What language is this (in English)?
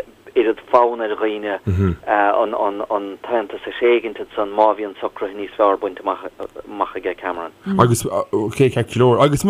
Irish